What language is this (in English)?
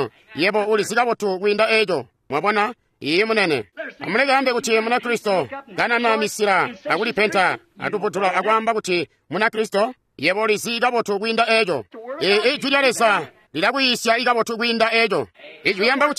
Tonga (Zambia)